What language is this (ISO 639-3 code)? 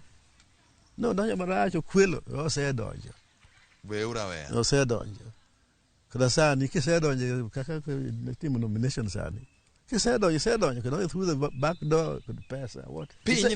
luo